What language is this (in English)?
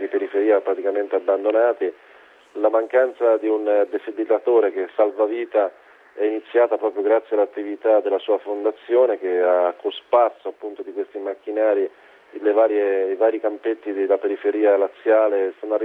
Italian